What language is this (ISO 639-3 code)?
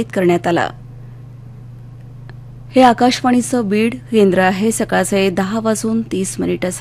mar